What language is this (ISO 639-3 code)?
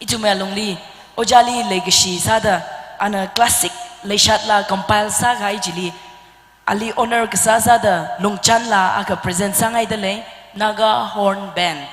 nmf